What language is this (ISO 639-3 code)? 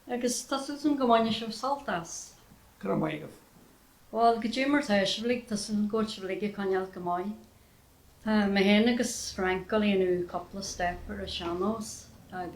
gle